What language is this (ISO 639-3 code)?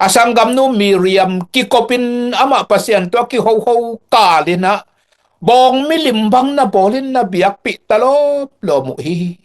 ctd